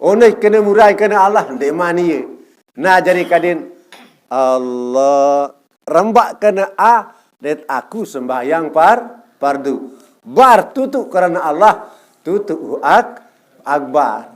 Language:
Sasak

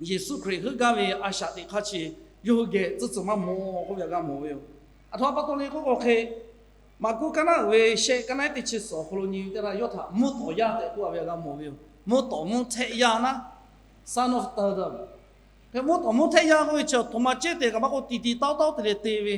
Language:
Lahu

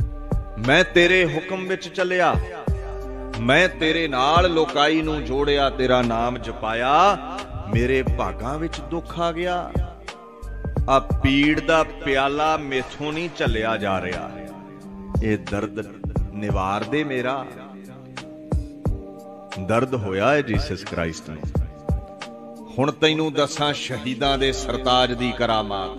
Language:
Punjabi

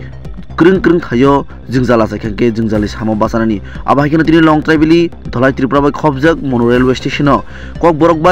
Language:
Kok Borok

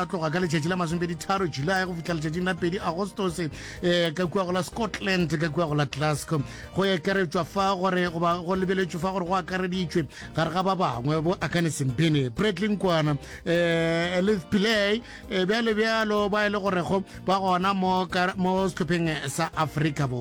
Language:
Northern Sotho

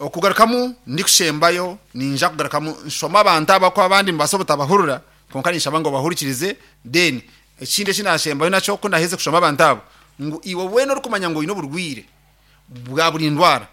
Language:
Nyankole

